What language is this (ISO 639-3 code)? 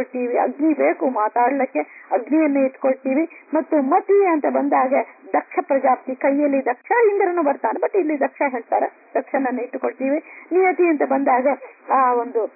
kan